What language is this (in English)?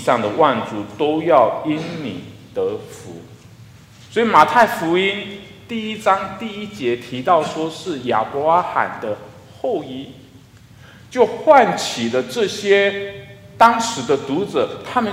Chinese